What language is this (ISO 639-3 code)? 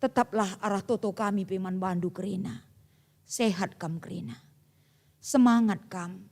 btx